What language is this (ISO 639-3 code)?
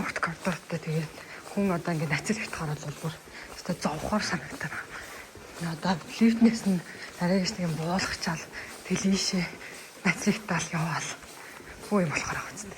mon